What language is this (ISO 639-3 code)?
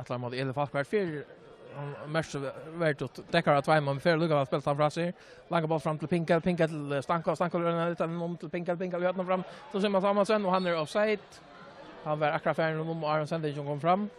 fao